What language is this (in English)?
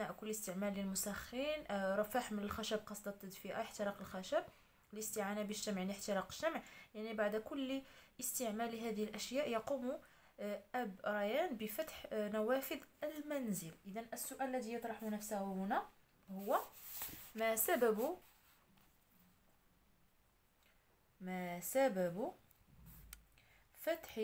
Arabic